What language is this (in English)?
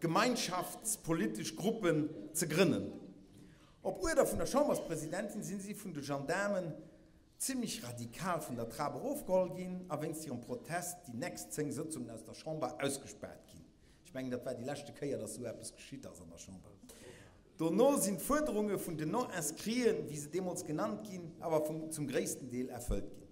Luxembourgish